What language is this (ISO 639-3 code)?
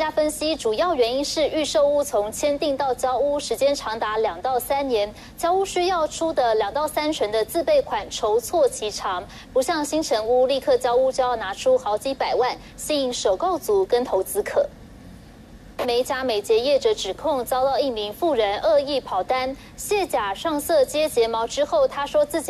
zho